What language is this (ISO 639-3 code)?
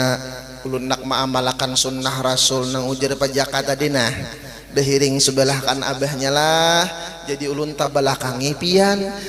bjn